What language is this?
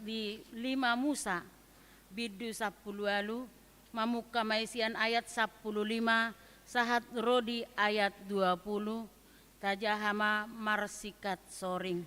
Batak Toba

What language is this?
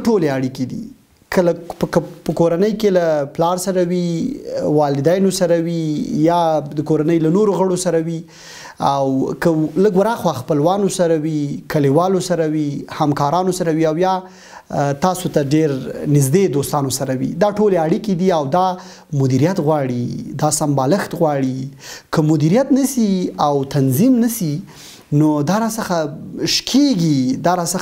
Pashto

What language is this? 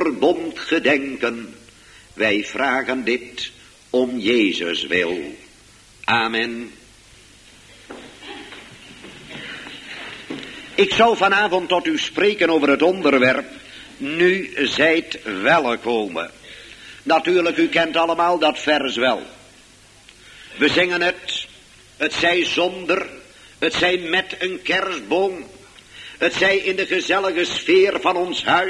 Dutch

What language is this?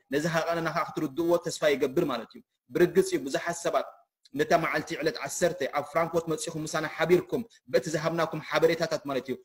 Tigrinya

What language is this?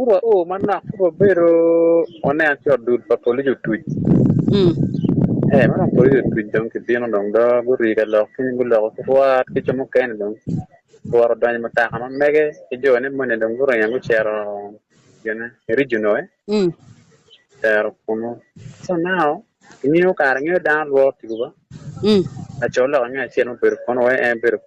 Acoli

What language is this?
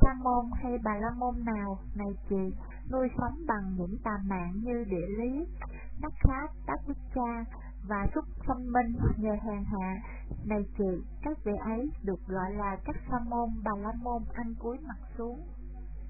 Vietnamese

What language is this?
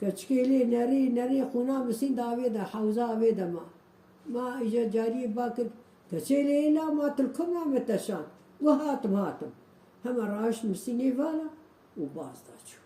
Kurdish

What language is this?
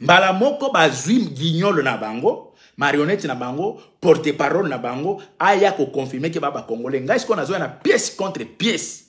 Lingala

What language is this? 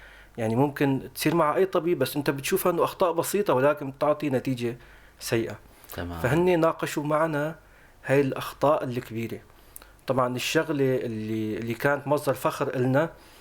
North Levantine Arabic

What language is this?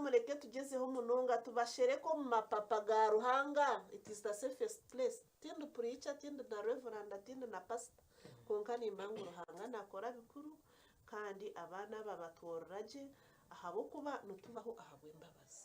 Nyankole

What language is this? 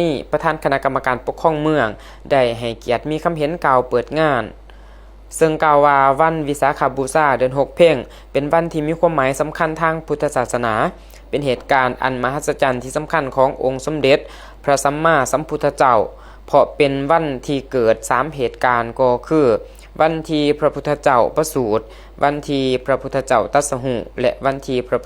Lao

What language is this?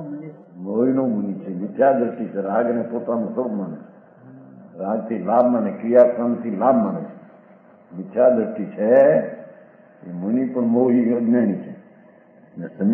Gujarati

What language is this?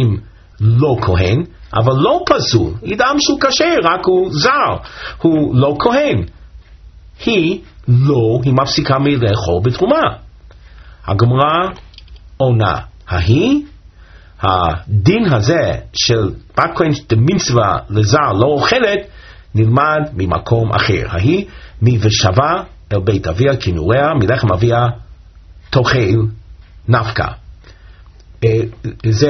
Hebrew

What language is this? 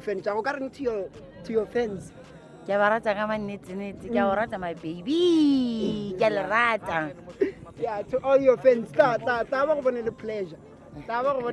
Northern Sotho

